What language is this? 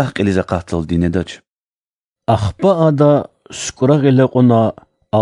Lezghian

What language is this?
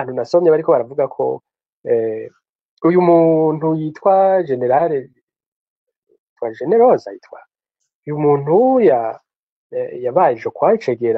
Rundi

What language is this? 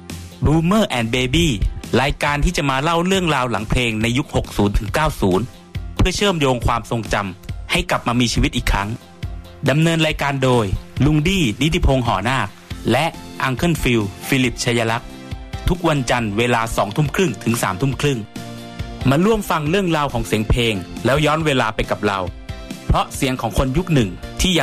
Thai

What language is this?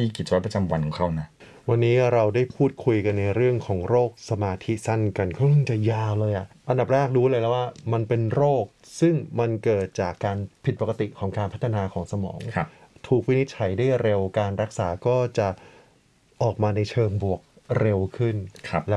Thai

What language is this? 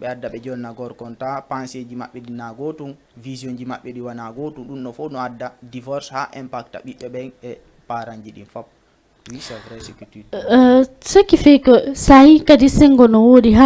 Fula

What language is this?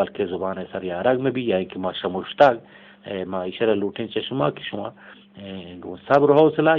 Eastern Balochi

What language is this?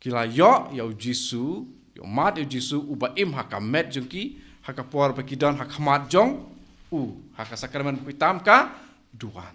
Khasi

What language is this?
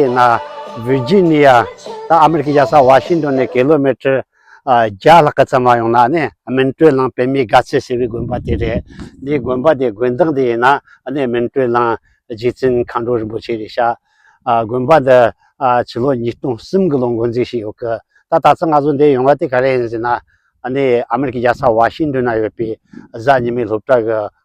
Tibetan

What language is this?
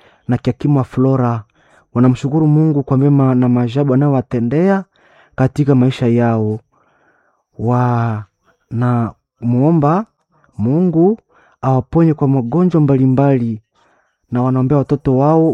Swahili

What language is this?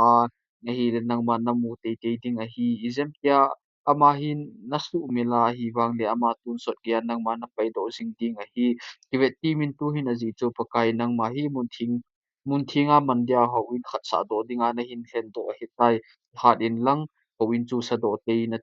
Thado Chin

